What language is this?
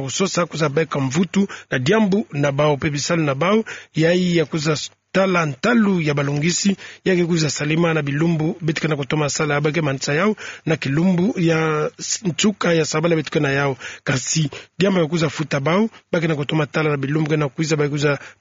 Kituba (Democratic Republic of Congo)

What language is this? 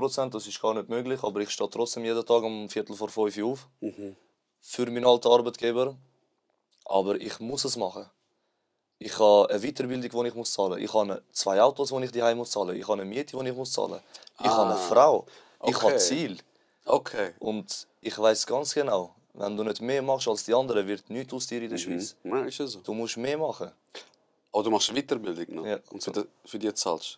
Swiss German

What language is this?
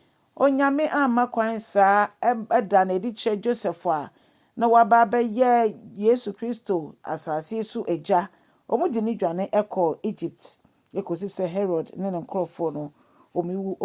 Akan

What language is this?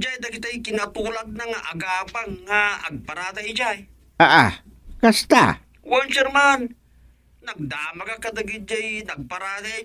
Iloko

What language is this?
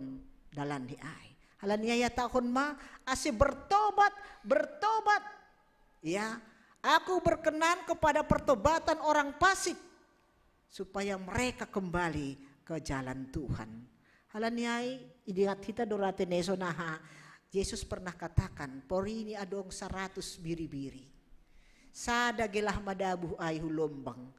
Batak Simalungun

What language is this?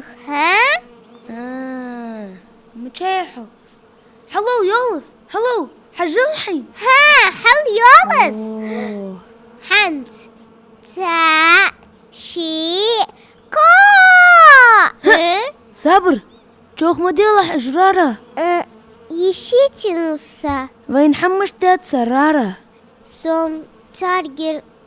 Ingush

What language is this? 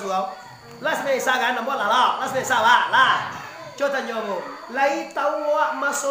Minangkabau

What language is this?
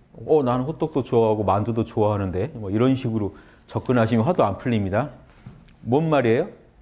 Korean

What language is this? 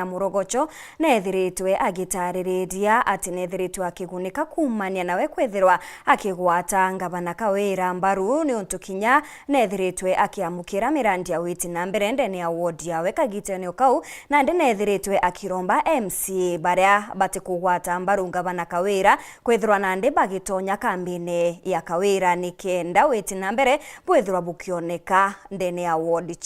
Meru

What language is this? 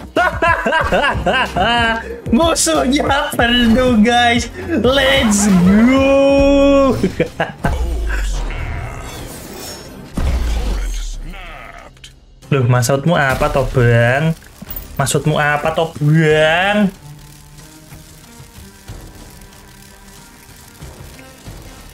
Indonesian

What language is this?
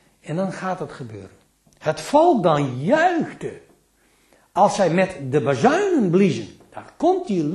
Dutch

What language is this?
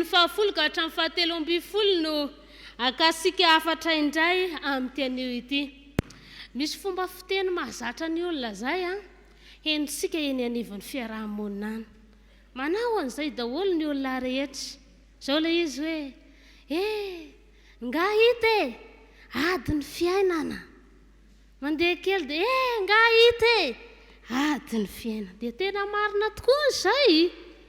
Malagasy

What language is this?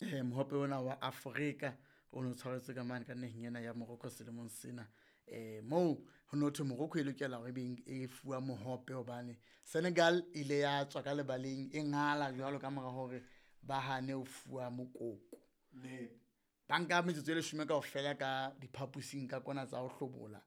Southern Sotho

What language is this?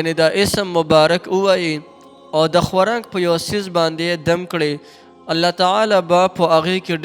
Pashto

